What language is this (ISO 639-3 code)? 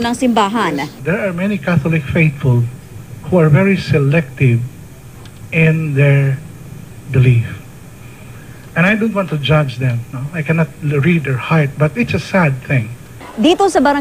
fil